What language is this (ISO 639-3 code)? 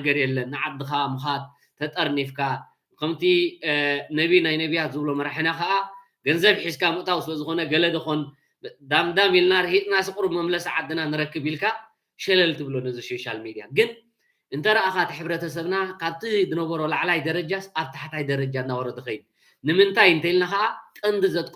tir